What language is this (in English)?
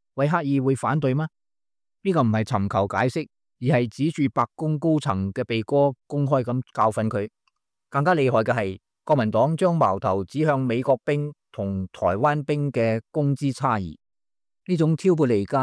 Cantonese